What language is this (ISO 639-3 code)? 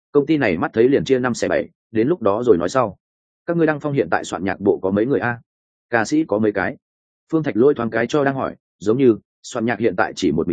vie